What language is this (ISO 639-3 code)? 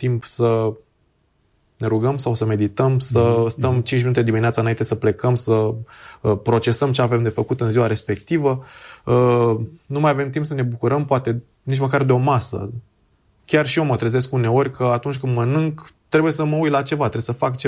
ron